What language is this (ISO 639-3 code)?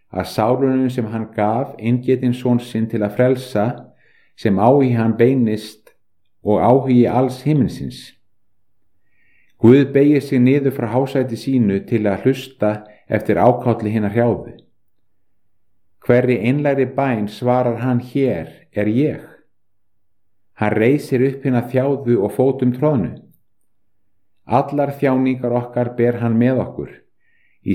isl